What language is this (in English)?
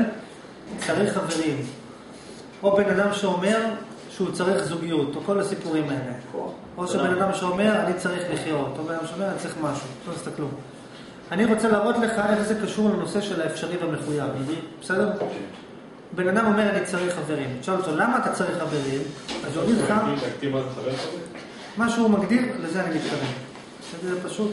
Hebrew